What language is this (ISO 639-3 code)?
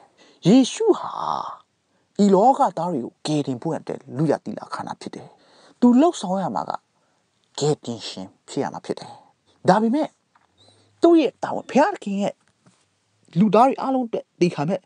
mya